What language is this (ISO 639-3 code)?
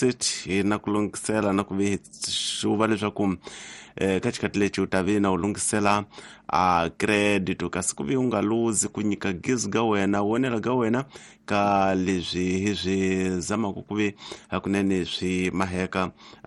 tso